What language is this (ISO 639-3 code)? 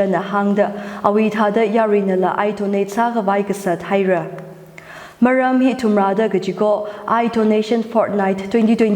nmf